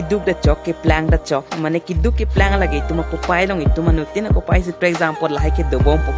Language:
Karbi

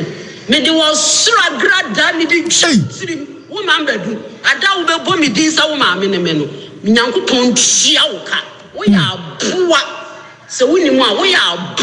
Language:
Akan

